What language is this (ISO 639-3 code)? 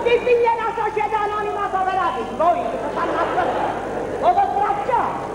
nap